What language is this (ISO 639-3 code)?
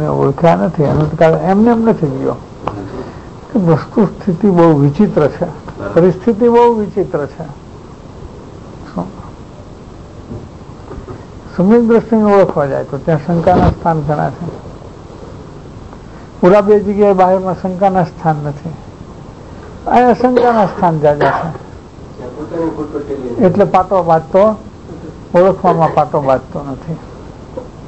guj